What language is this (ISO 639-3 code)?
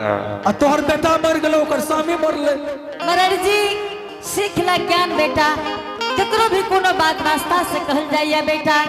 anp